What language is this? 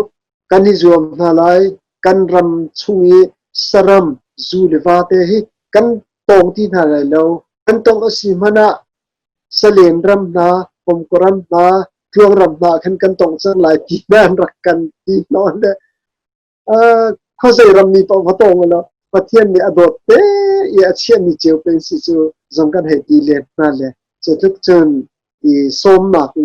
Hakha Chin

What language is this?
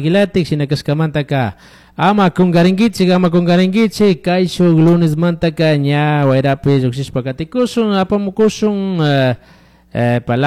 Chimborazo Highland Quichua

